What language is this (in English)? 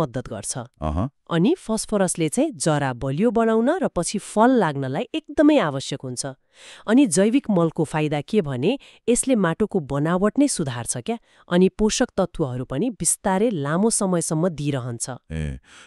Nepali